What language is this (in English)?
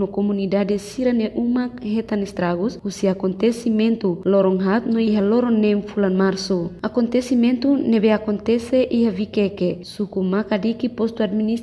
Tetum